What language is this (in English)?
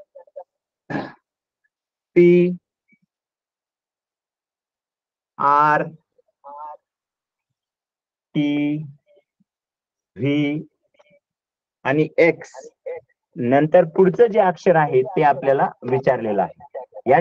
Marathi